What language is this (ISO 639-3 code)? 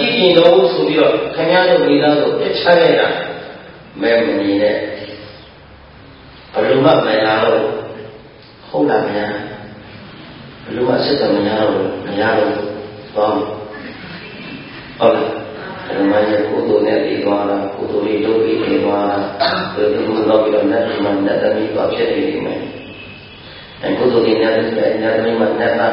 mya